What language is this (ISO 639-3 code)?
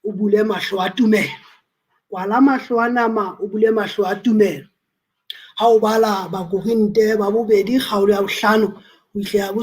sot